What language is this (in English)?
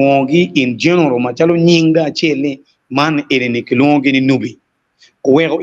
Acoli